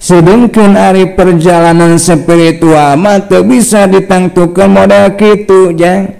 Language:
Sundanese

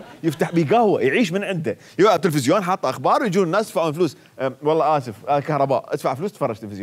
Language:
Mesopotamian Arabic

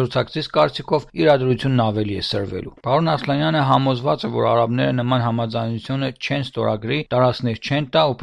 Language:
Armenian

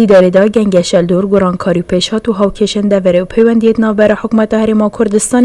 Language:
Kurdish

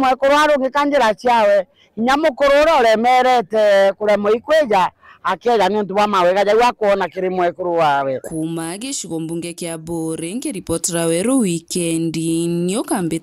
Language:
Meru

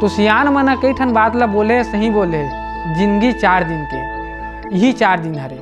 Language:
Chhattisgarhi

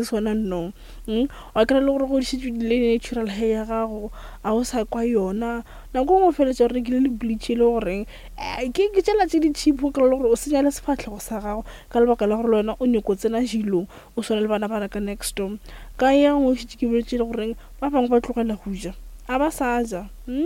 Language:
Northern Sotho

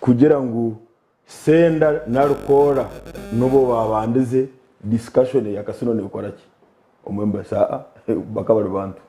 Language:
Nyankole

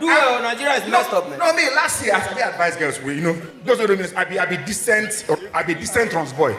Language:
Nigerian Pidgin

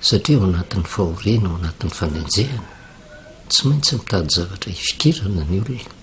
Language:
Malagasy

